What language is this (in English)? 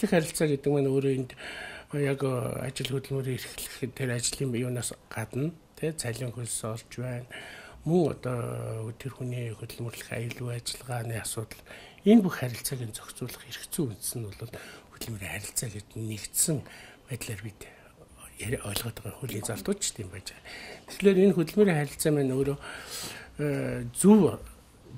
Mongolian